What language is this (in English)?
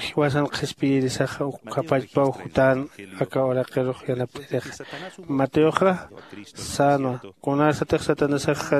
Aymara